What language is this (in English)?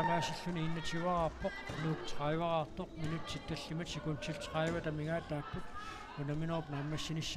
Kalaallisut